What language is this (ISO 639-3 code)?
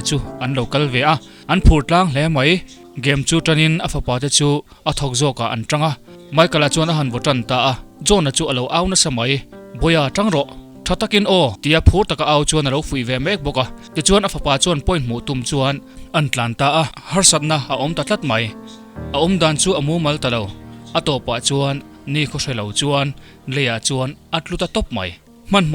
lus